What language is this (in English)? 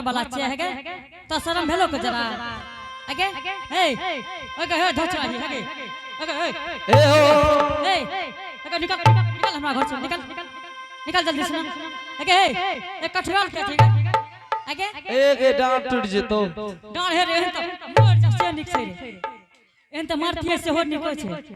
Angika